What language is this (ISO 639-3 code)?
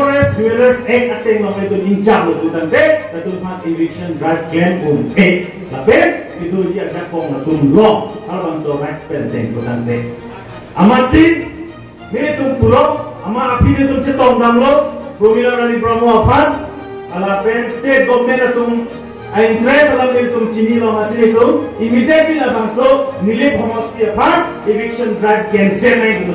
mjw